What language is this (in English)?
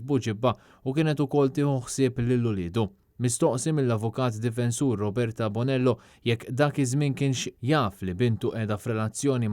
Maltese